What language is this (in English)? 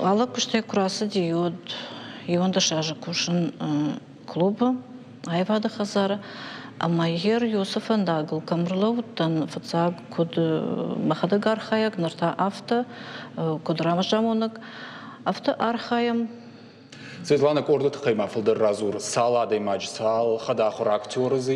Ossetic